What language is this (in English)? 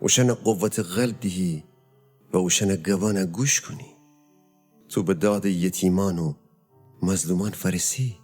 Gilaki